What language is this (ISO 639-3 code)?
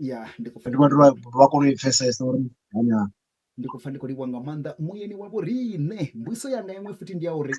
ven